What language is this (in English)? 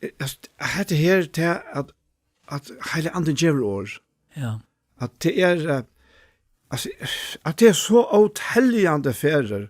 Faroese